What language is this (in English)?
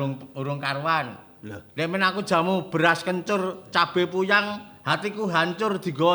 Javanese